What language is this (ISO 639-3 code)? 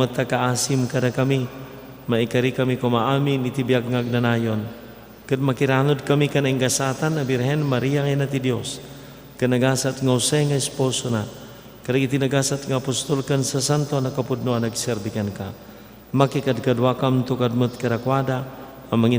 ilo